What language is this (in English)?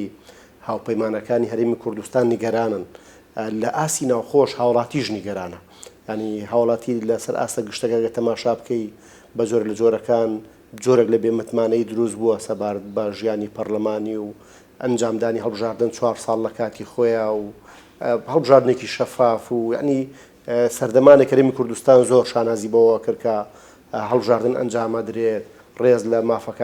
Central Kurdish